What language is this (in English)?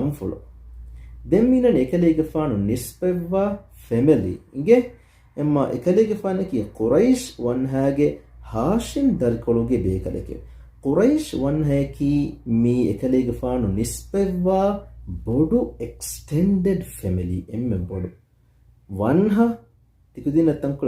Divehi